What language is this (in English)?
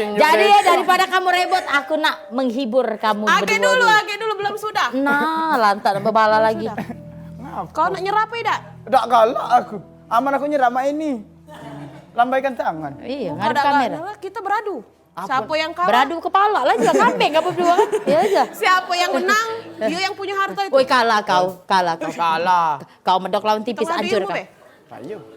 Musi